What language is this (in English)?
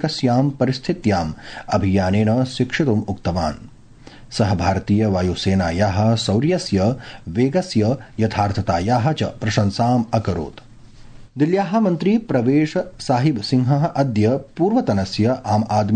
Sanskrit